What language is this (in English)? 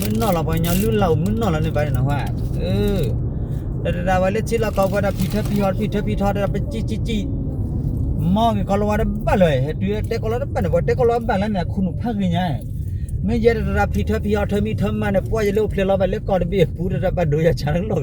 S'gaw Karen